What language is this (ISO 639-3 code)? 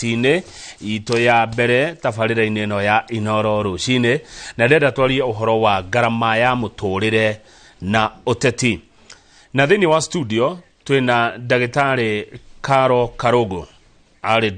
kik